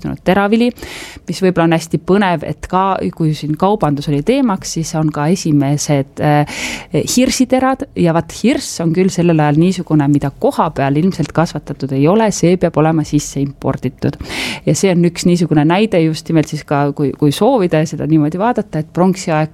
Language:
Estonian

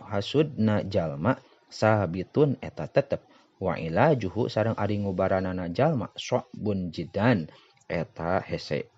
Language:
Sundanese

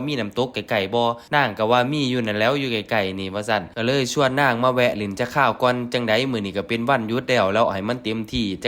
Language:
Northeastern Thai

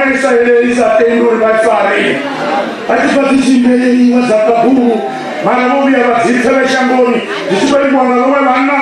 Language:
Venda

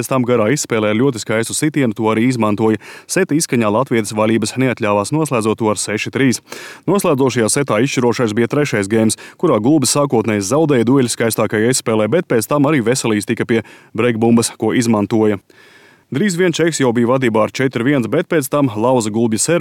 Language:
Latvian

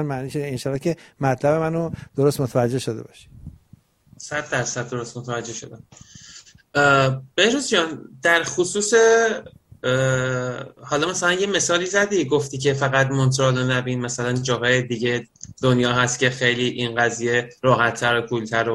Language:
Persian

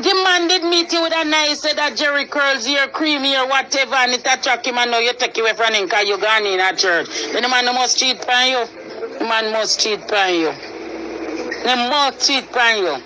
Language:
Jamaican Creole English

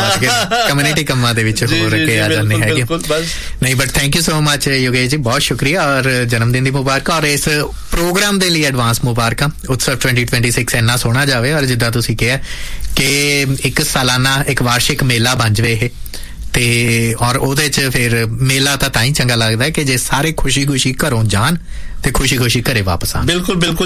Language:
Punjabi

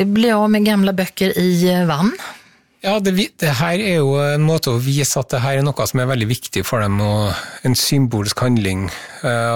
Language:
Norwegian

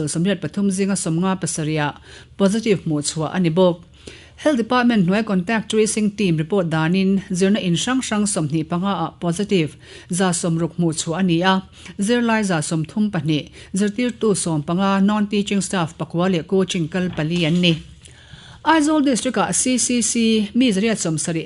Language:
Mizo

